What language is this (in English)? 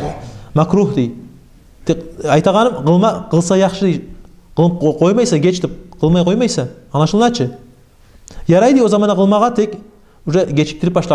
Kumyk